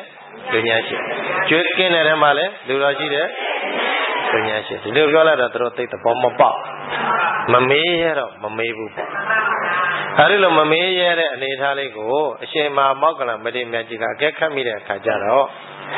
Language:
Burmese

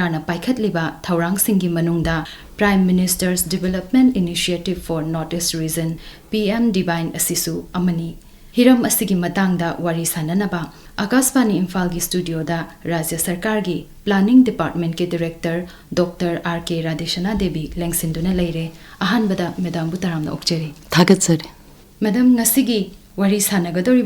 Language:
Manipuri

